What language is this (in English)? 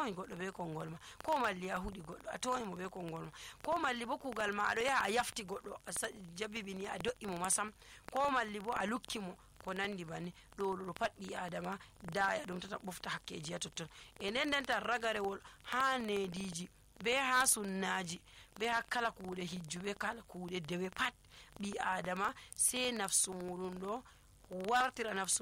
Nigerian Fulfulde